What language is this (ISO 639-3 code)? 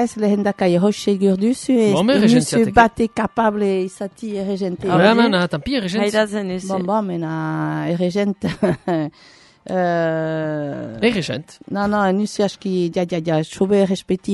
eus